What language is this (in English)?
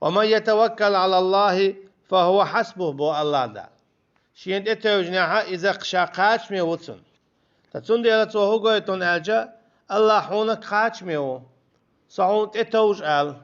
Chechen